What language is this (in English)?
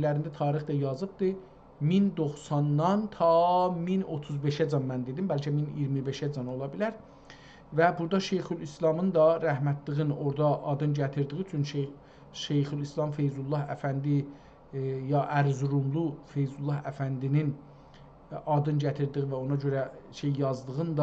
South Azerbaijani